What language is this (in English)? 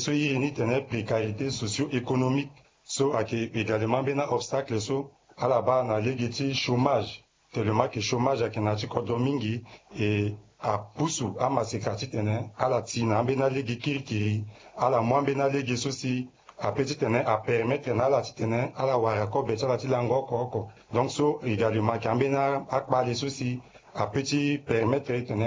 Sango